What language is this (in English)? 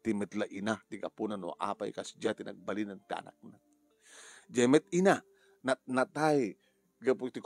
Iloko